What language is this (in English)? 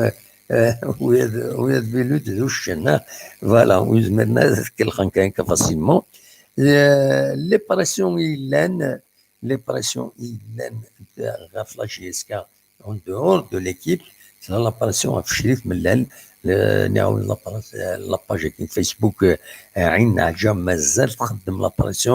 Kabyle